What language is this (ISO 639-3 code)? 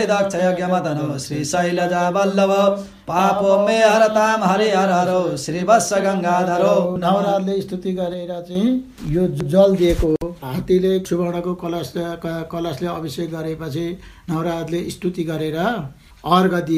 nep